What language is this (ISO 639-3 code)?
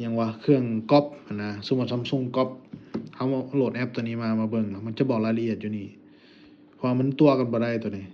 lao